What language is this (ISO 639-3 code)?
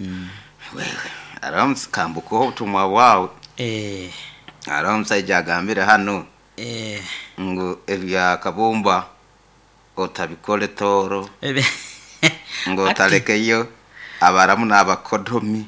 nyo